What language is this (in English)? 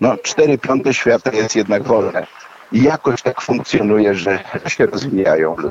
Polish